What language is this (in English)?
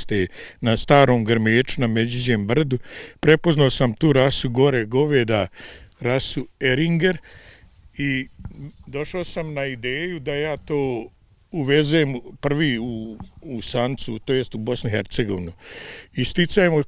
Bosnian